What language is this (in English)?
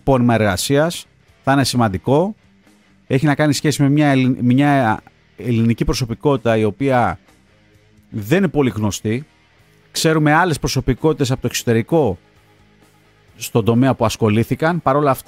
Greek